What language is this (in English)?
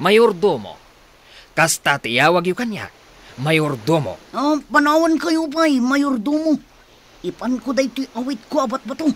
Iloko